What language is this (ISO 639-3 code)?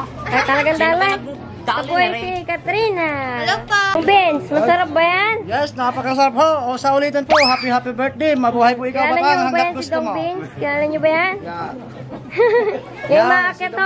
fil